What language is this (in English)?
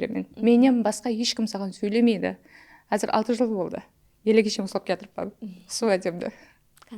Kara-Kalpak